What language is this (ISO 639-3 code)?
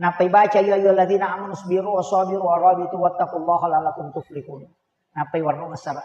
bug